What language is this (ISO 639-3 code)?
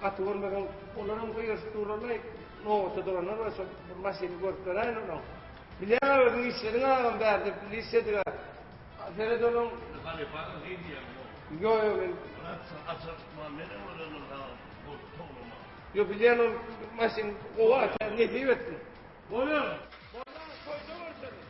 tuk